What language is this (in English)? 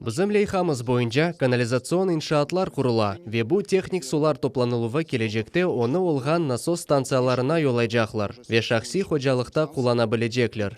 Crimean Tatar